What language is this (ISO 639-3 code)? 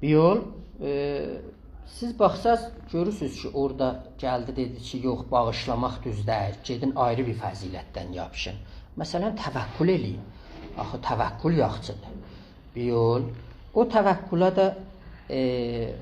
azb